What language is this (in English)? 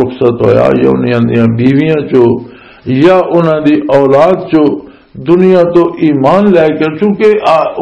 Western Panjabi